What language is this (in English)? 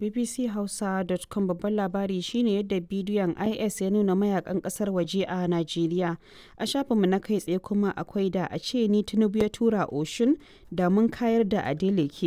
Hausa